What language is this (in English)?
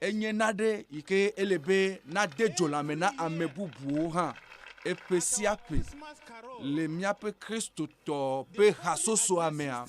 Ewe